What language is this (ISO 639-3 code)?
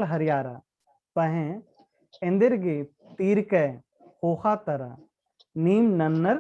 kru